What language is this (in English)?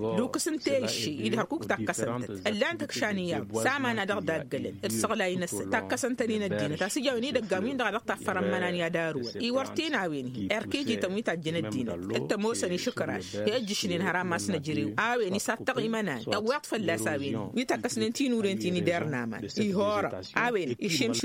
Tamasheq